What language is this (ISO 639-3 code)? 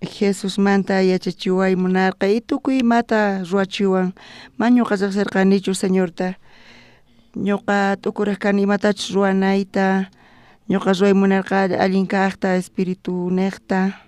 quh